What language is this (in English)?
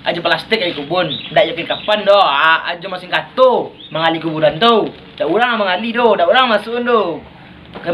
Minangkabau